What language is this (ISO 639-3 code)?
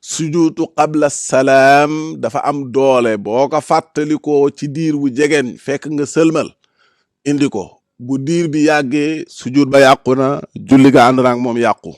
wol